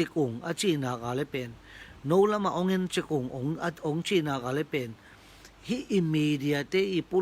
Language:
Tedim Chin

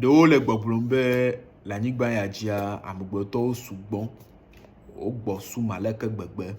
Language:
Ewe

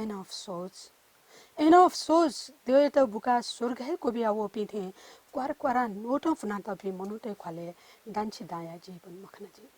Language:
Newari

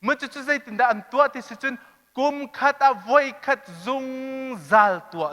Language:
Hakha Chin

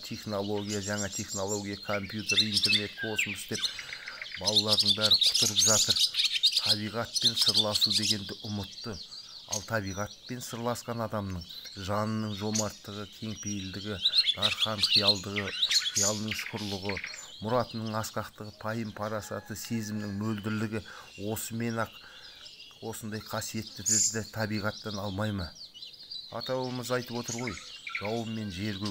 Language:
Kazakh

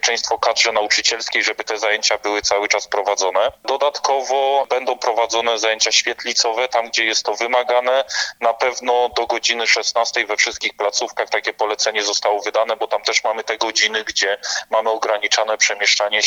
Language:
Polish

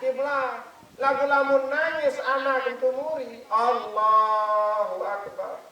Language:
Sasak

